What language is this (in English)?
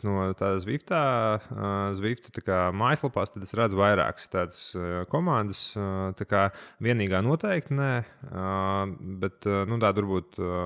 Latvian